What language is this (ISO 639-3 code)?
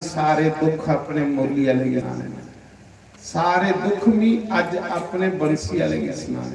doi